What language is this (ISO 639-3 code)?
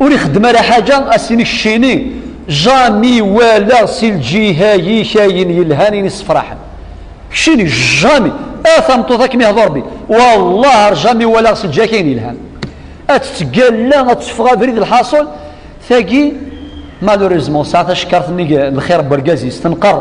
kab